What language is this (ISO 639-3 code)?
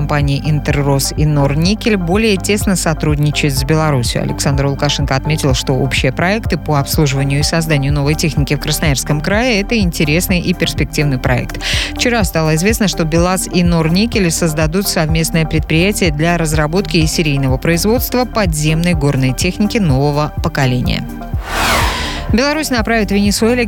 rus